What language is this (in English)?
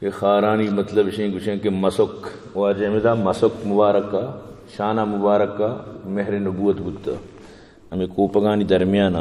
Eastern Balochi